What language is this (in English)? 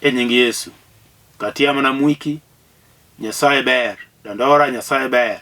Luo (Kenya and Tanzania)